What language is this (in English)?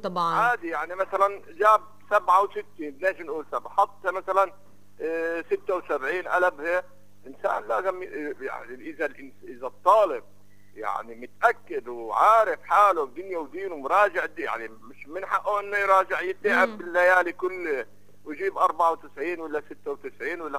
North Levantine Arabic